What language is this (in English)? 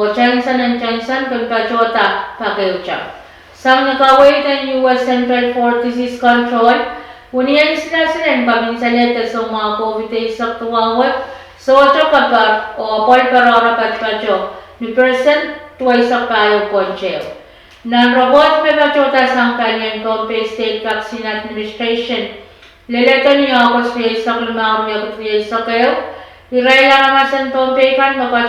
Pohnpeian